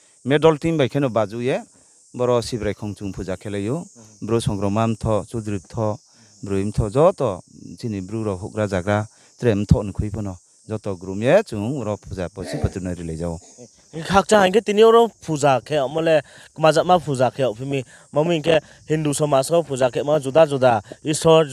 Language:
Riang (India)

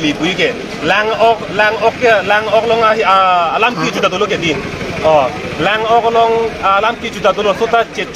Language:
Karbi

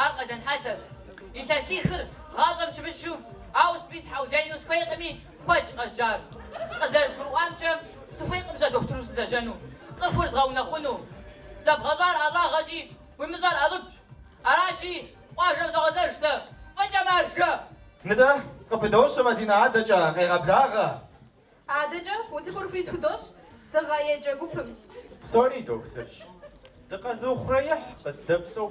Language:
Kabardian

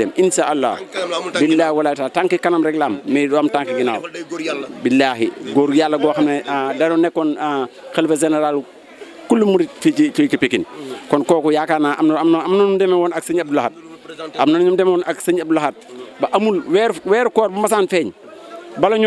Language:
Wolof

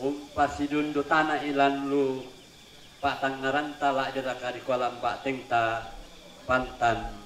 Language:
Toraja-Sa'dan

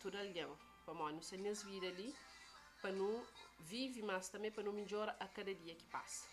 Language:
Kabuverdianu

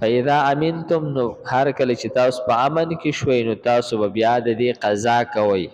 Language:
Pashto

